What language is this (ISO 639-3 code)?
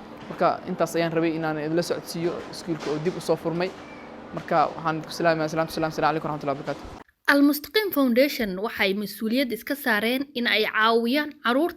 som